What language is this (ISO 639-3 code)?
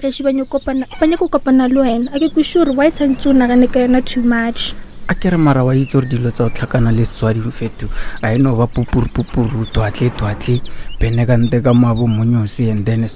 nso